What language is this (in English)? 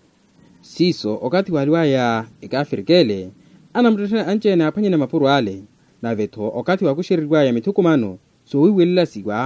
Makhuwa